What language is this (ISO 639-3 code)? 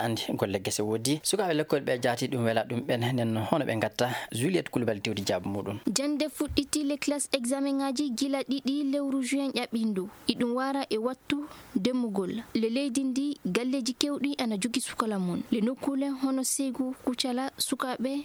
ful